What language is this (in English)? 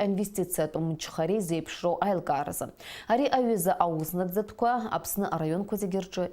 Abkhazian